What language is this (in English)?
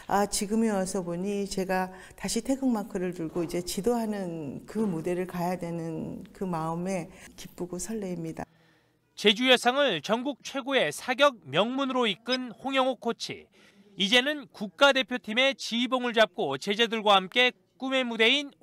Korean